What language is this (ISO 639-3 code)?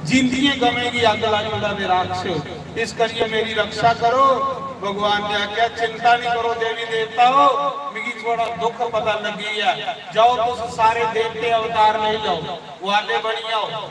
doi